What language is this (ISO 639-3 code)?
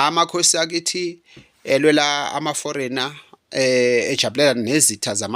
zul